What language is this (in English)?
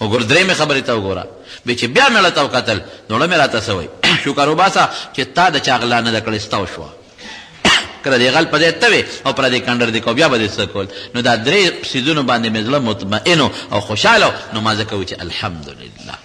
Pashto